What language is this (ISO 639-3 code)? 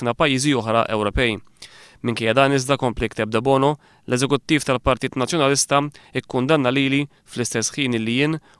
mlt